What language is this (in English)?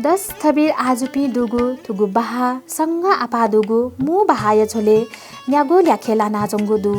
Newari